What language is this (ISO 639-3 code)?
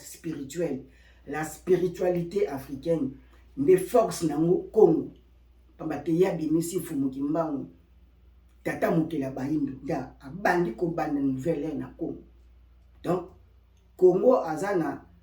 lin